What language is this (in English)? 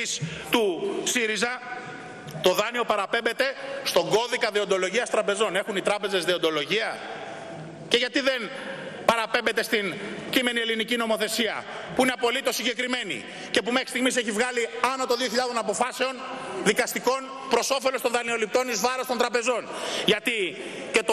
Greek